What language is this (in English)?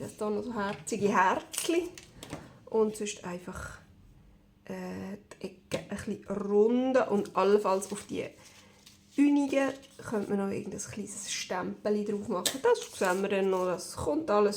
Swiss German